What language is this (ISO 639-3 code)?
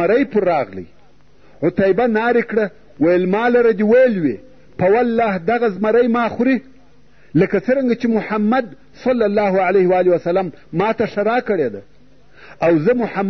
pus